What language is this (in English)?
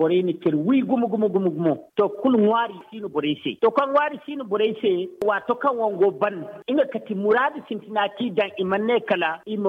Zarma